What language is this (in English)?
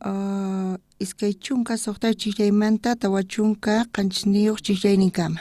South Bolivian Quechua